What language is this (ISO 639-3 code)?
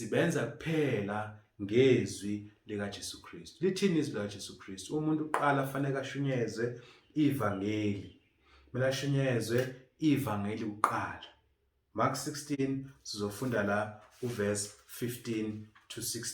zul